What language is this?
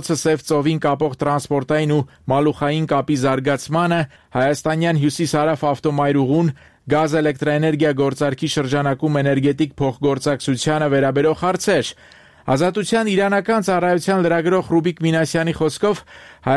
Armenian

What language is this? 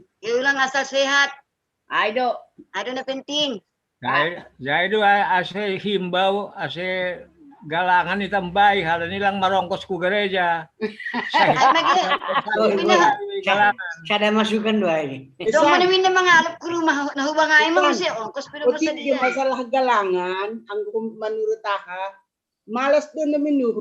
Batak Simalungun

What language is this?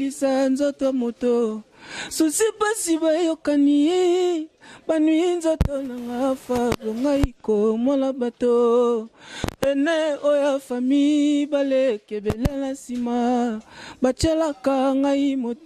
Lingala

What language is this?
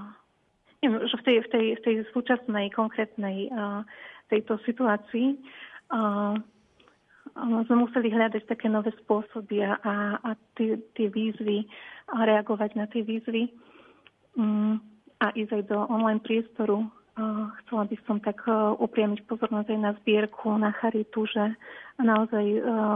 Slovak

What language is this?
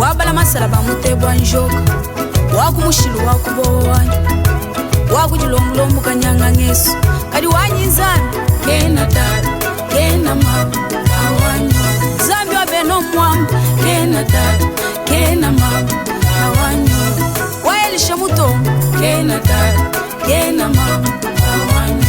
Luba-Lulua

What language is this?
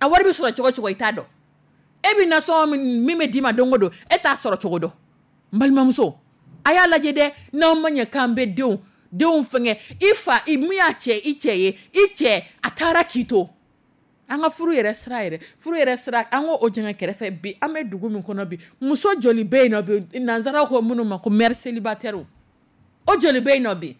Dyula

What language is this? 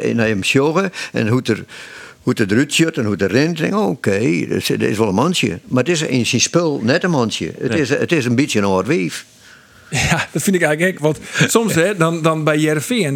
Western Frisian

